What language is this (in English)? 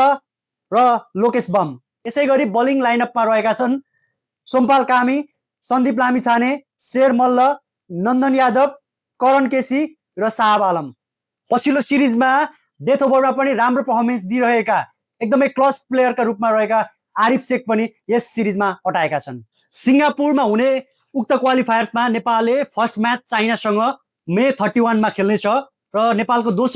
Nepali